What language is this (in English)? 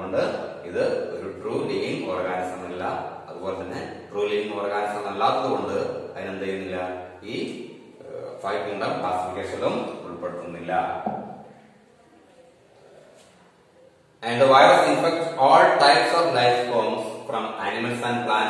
Malayalam